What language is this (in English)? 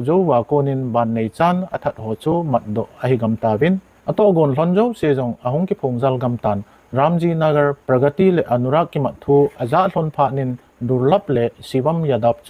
Thado Chin